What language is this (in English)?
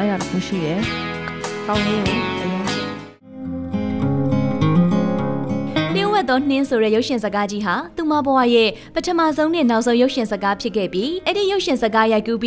Burmese